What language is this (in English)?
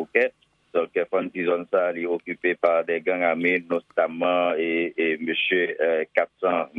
Haitian Creole